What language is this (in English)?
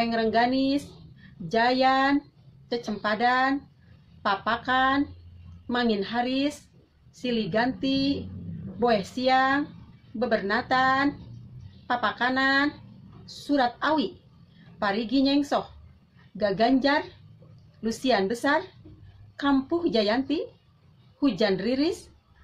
Sundanese